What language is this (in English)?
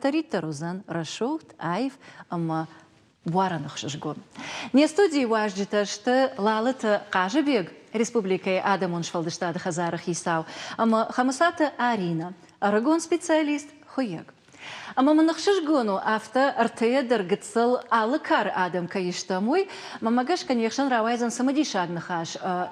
Ossetic